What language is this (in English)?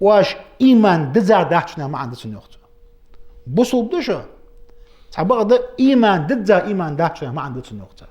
Ingush